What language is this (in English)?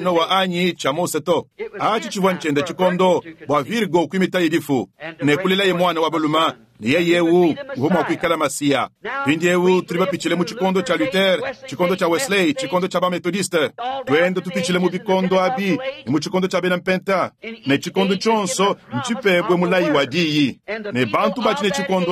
Luba-Lulua